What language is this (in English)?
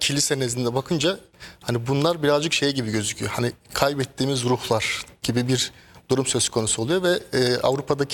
Turkish